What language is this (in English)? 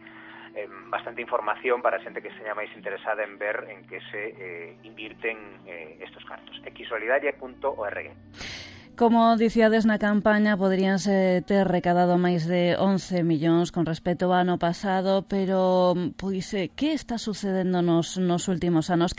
Galician